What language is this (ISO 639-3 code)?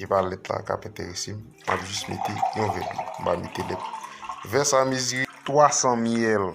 hat